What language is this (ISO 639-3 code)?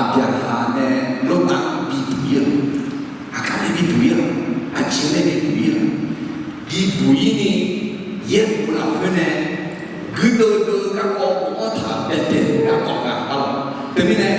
ahk